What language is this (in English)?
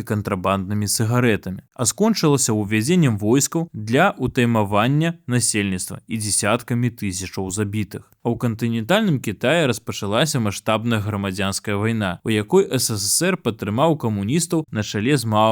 Belarusian